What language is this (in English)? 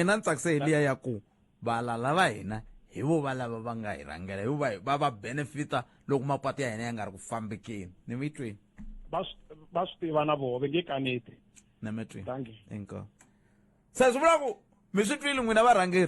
Tsonga